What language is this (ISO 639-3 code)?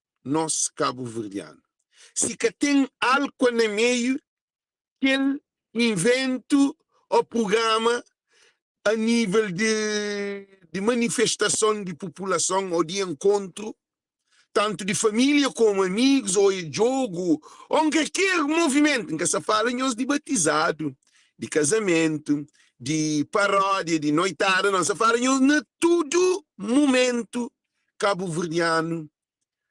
kea